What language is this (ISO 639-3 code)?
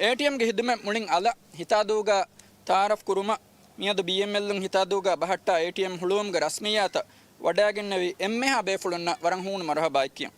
div